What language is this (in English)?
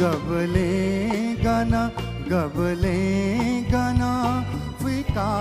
Newari